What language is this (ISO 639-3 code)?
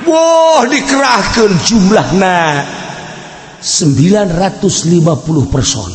sun